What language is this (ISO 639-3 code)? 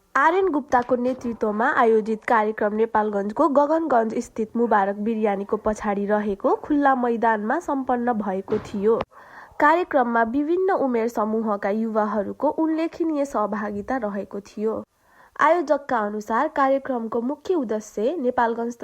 nep